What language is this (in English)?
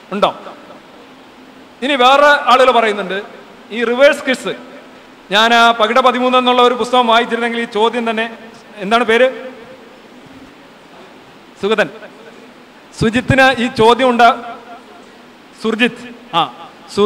Malayalam